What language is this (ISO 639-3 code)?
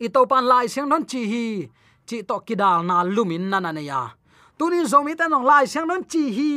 ctd